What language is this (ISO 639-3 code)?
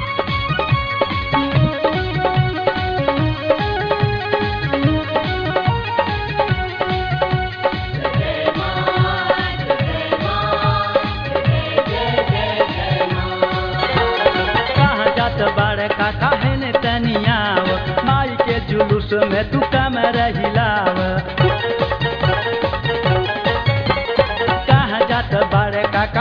bho